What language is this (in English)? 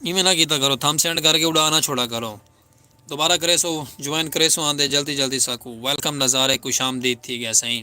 Saraiki